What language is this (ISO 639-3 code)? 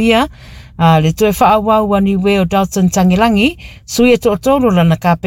smo